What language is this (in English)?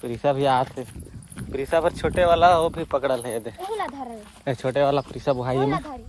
Chhattisgarhi